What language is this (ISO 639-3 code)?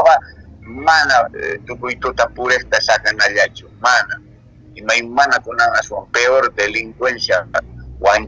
que